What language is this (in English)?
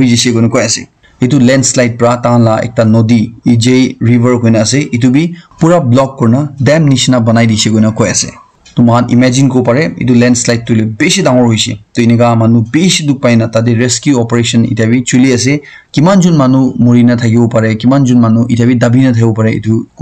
Naga Pidgin